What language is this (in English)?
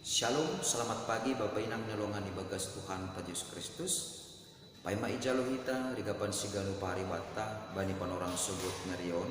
Batak Simalungun